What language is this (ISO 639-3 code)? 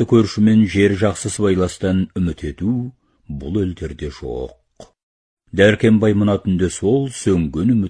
kaz